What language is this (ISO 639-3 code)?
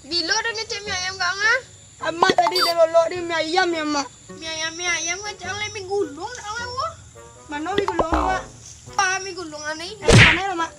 min